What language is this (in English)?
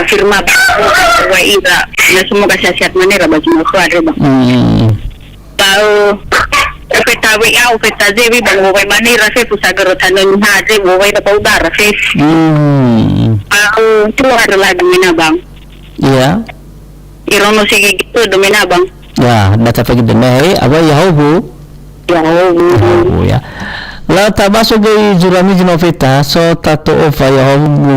Nias